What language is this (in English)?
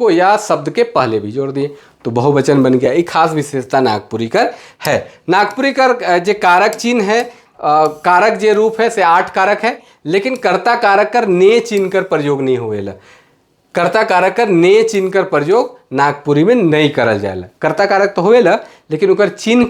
Sadri